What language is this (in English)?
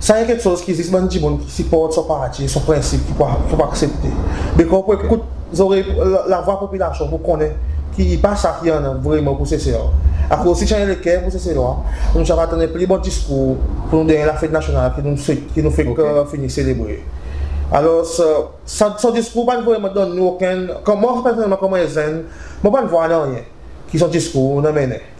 Seselwa Creole French